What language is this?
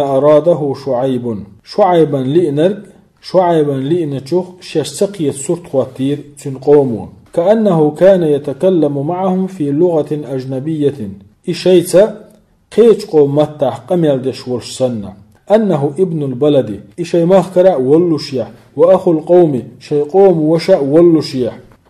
Chechen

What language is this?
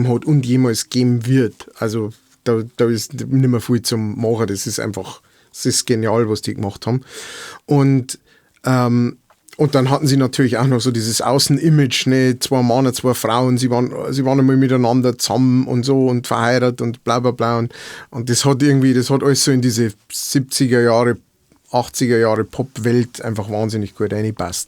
Bavarian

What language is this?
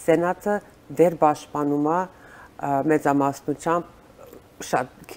Armenian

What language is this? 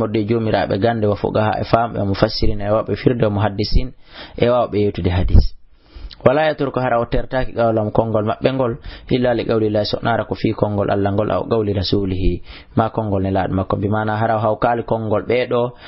Fula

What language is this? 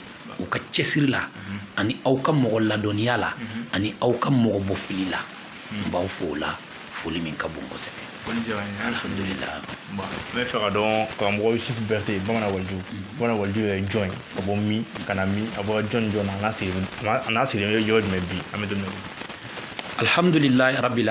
Bambara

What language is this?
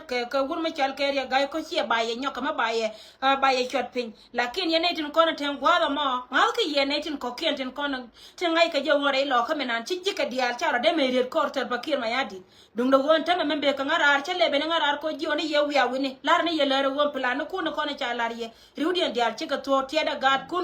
Nuer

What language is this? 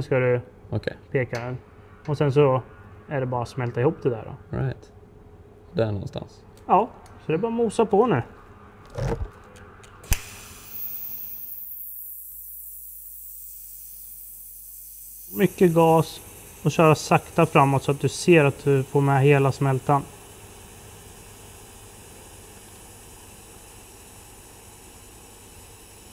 Swedish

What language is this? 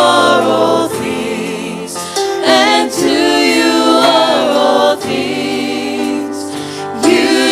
Tongan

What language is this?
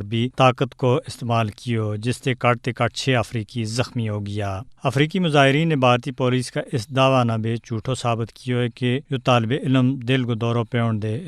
Gujari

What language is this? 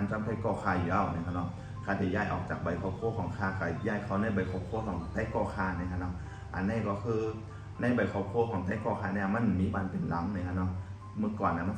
Shan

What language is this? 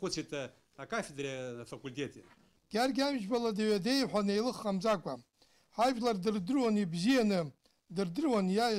Abkhazian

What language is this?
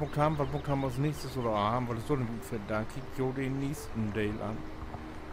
Low German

